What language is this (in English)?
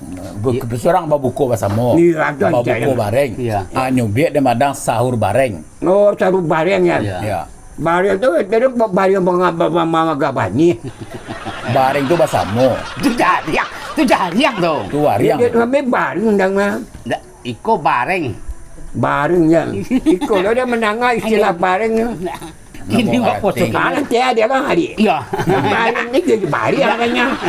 Minangkabau